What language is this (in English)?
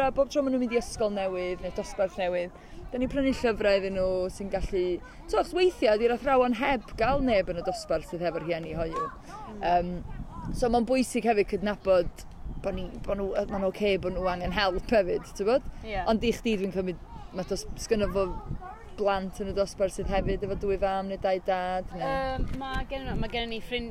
Welsh